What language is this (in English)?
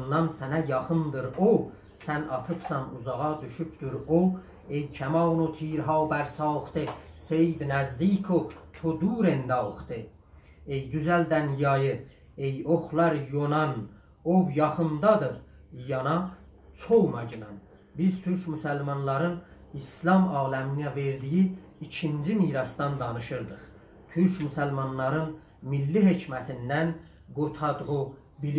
South Azerbaijani